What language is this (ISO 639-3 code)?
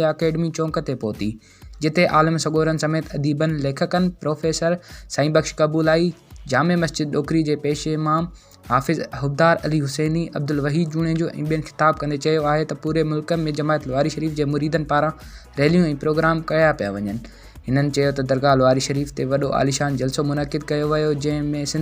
snd